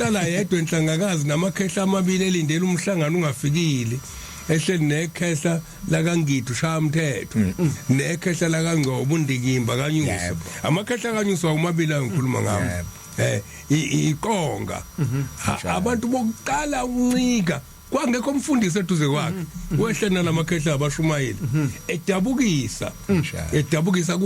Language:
Zulu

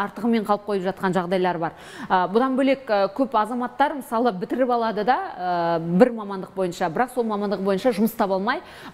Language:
Kazakh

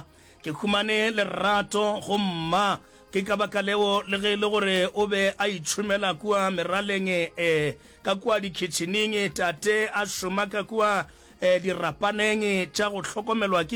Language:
Northern Sotho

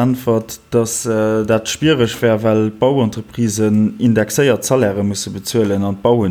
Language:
Luxembourgish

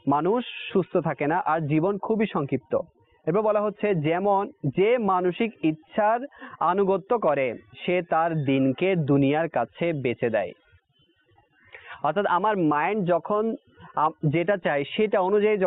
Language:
Bangla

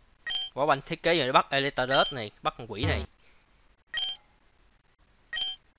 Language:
Vietnamese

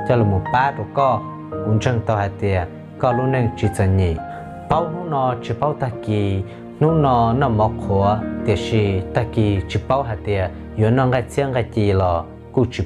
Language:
Hmong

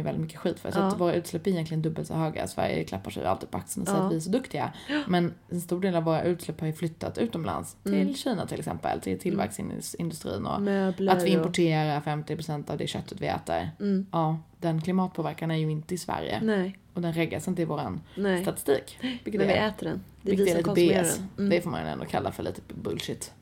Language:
Swedish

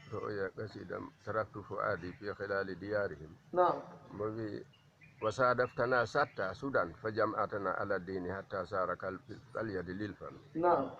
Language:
Fula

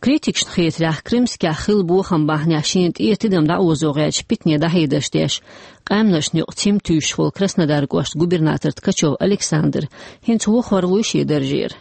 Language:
Chechen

